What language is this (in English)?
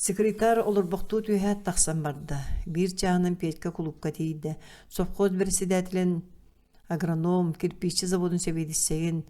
Yakut